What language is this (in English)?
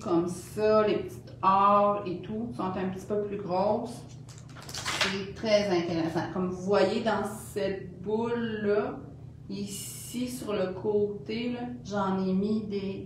French